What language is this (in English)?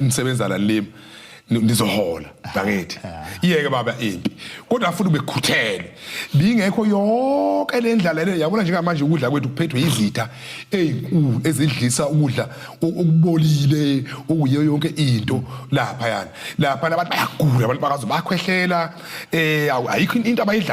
Zulu